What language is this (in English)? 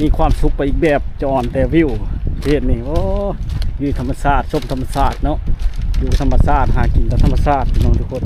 Lao